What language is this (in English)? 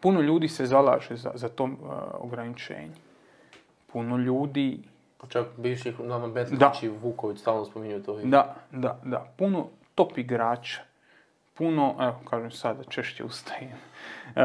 Croatian